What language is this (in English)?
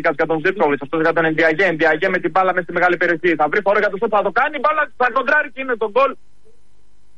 Greek